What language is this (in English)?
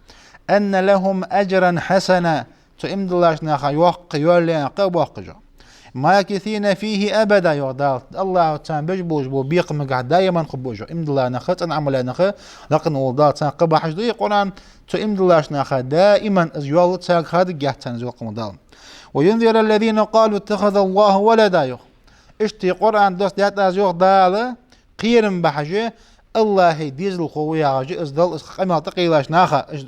Ingush